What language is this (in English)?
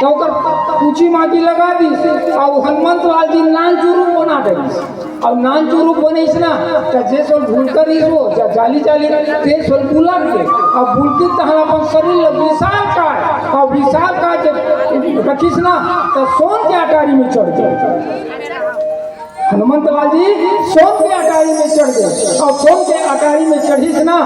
Chhattisgarhi